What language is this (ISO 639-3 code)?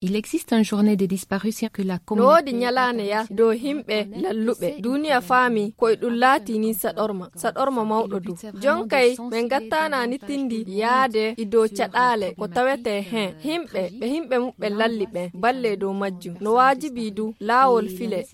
ful